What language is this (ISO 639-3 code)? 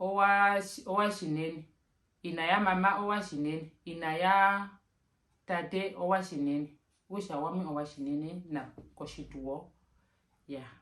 her